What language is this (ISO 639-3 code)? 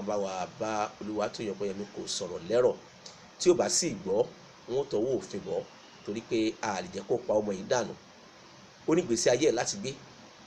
yor